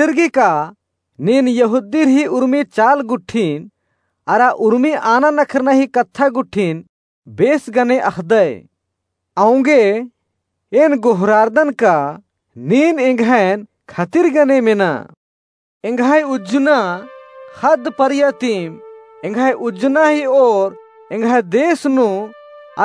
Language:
Kurukh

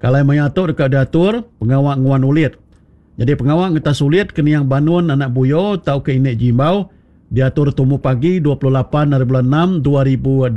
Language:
Iban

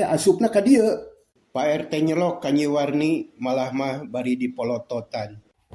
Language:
Sundanese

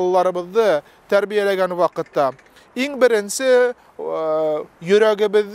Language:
Bashkir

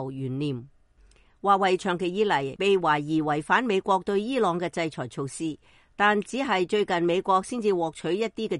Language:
Cantonese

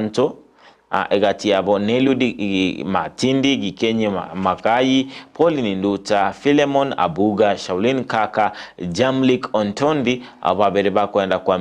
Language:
Gusii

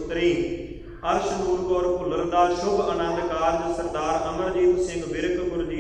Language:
Punjabi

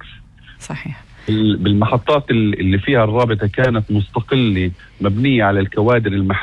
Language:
North Levantine Arabic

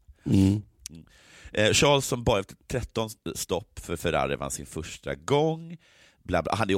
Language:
Swedish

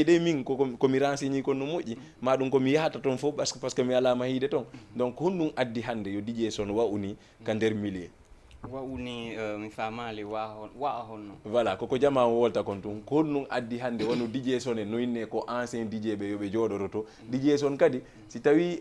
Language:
Fula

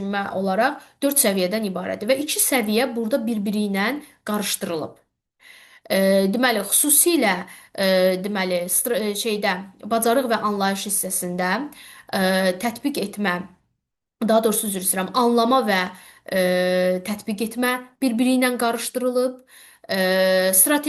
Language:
Azerbaijani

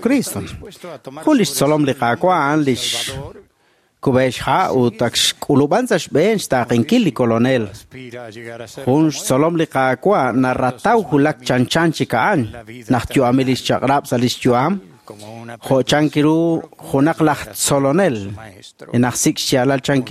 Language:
Kekchí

